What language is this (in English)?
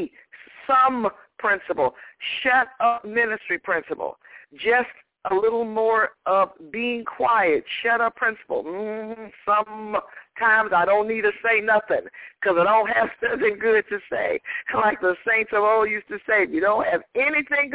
English